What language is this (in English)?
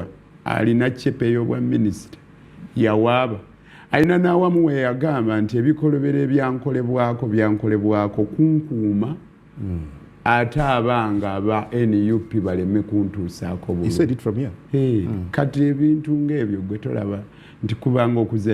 Ganda